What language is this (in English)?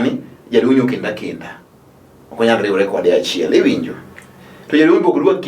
Luo (Kenya and Tanzania)